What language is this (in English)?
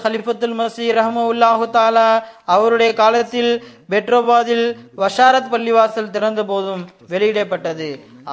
Tamil